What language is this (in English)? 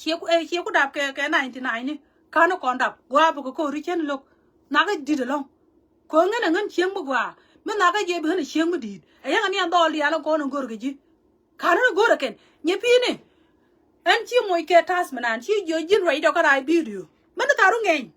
Nuer